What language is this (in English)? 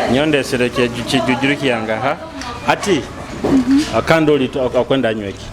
Nyoro